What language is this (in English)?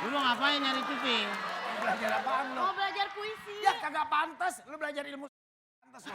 Betawi